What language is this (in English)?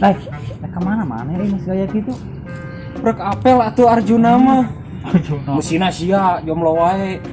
Sundanese